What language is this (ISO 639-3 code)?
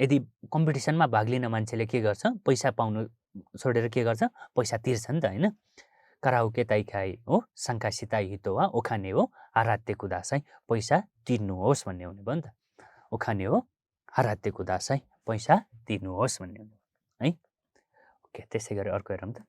nep